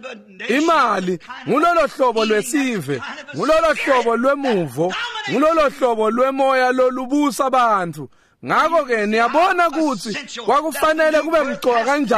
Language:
Swati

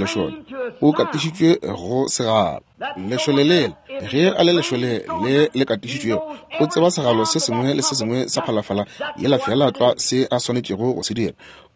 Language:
Northern Sotho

